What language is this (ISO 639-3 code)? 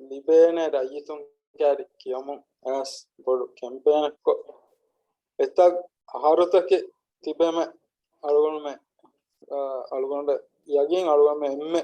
div